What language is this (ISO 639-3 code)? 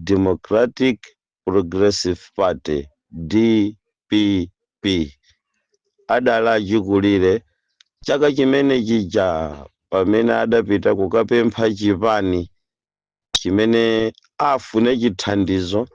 nya